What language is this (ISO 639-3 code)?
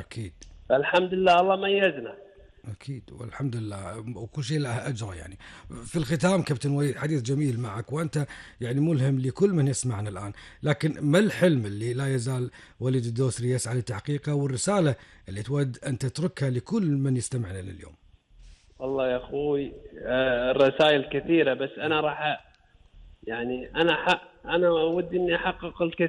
afb